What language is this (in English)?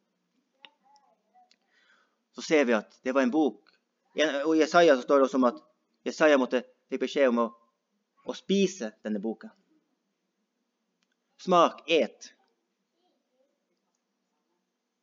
Norwegian